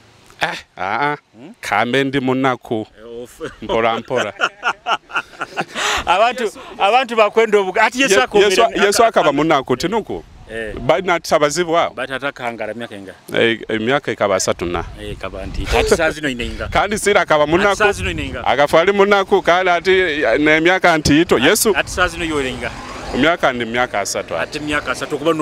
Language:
Nyoro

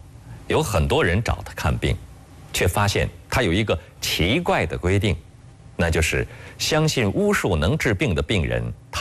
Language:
Chinese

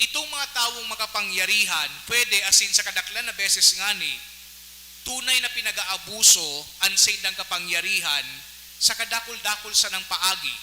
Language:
Bikol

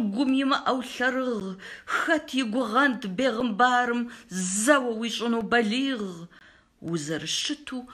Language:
Kabardian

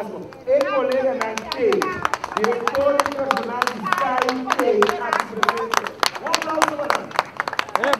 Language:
Papiamento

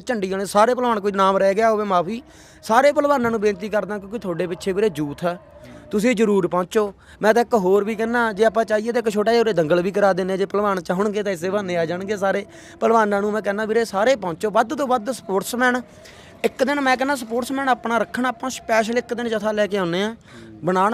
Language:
Punjabi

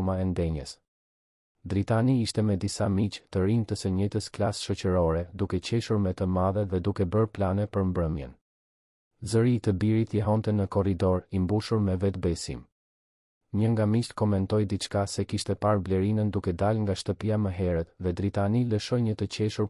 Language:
Albanian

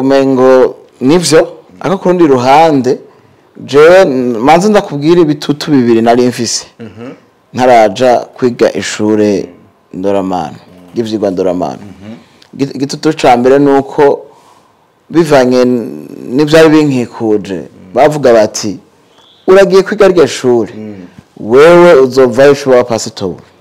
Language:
Rundi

